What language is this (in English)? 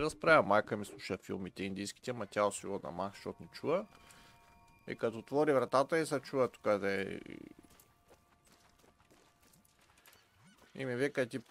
Bulgarian